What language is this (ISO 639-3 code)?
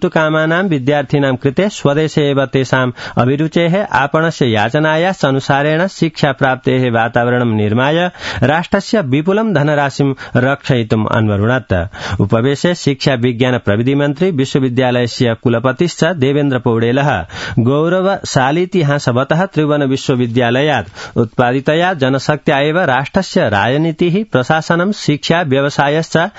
san